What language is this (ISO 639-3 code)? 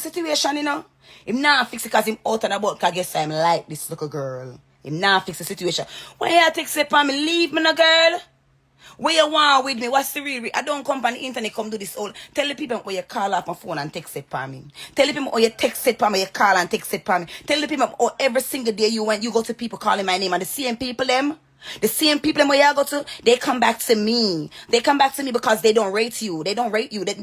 jam